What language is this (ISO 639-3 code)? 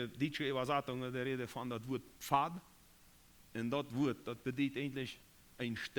pdt